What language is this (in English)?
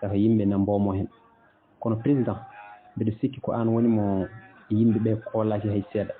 Fula